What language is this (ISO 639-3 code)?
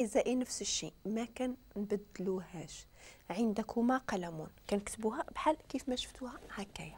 ary